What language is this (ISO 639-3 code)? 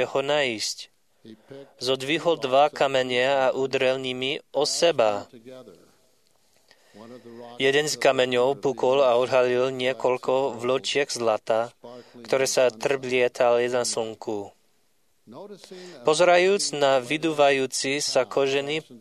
slk